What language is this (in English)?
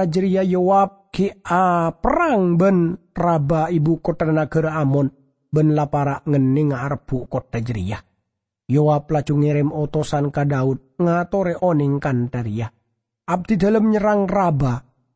Madurese